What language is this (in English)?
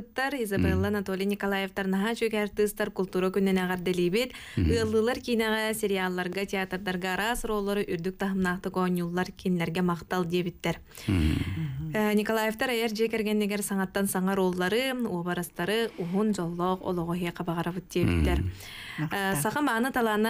Yakut